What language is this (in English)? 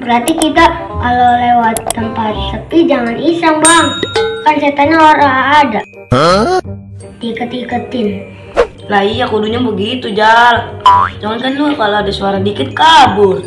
Betawi